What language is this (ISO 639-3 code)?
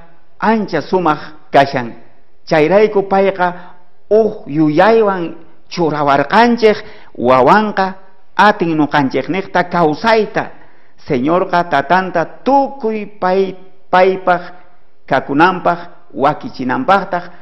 quh